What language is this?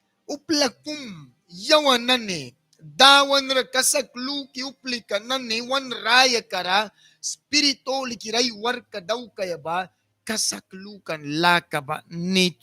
Mískito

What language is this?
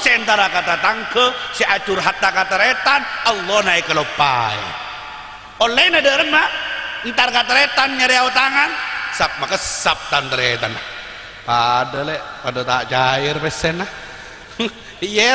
Madurese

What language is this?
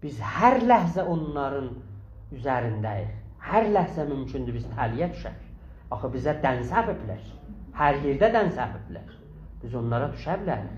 South Azerbaijani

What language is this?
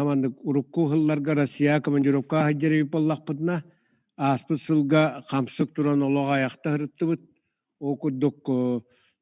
Yakut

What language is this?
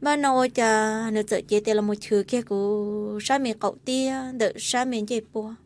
Hmong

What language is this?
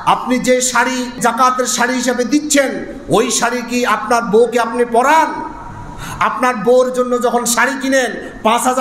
Bangla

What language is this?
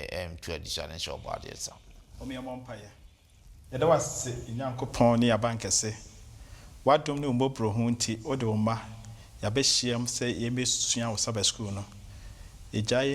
Akan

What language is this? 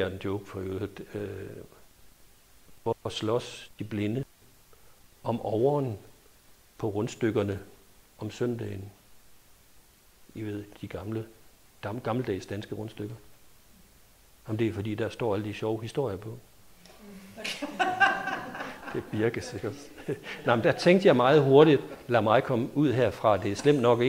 Danish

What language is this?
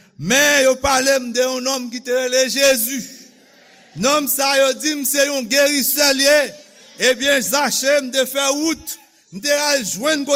Haitian Creole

